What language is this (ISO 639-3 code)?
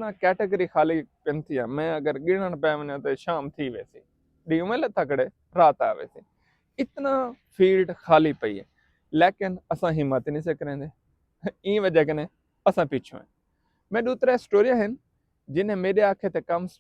skr